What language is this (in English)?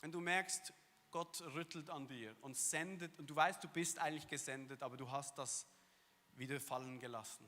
Swiss German